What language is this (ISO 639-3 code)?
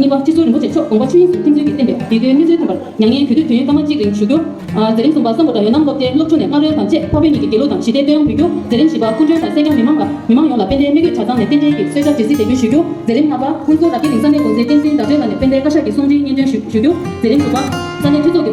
bod